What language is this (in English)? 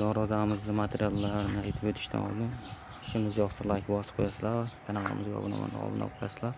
Uzbek